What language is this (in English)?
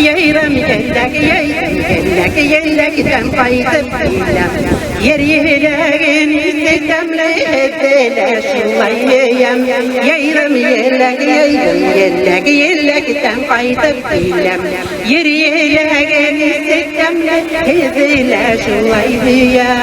Bashkir